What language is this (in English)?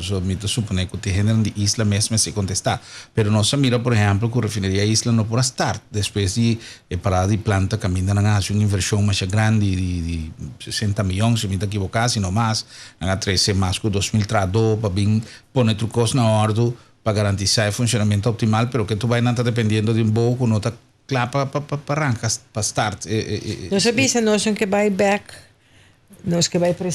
Papiamento